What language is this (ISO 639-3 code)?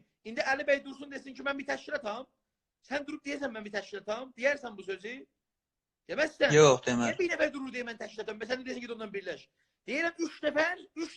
azb